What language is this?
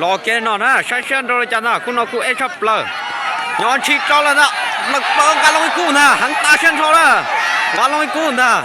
Hmong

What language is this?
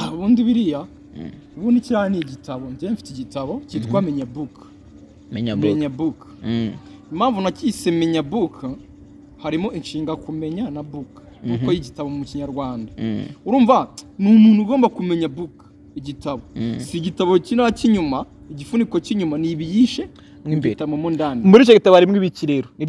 Kinyarwanda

